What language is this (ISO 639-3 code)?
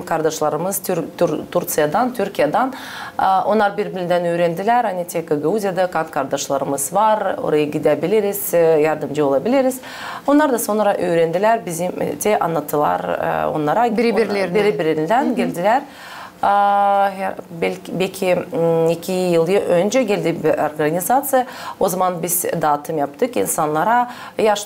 gag